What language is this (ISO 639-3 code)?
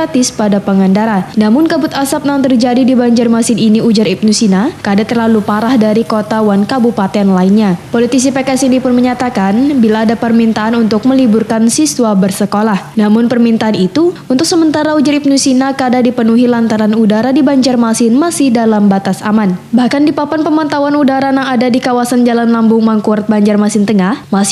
bjn